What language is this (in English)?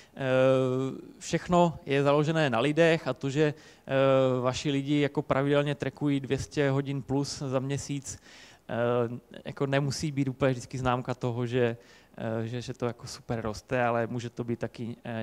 Czech